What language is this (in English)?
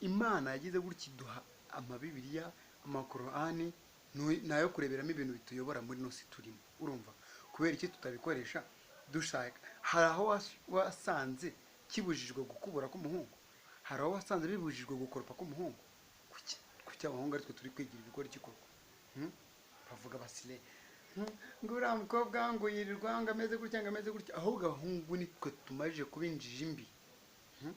Kinyarwanda